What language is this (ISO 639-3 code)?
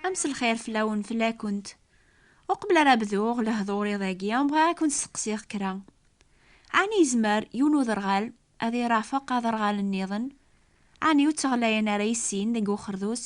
kab